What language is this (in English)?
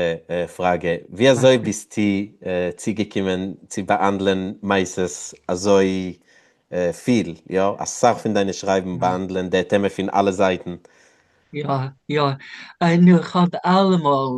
Yiddish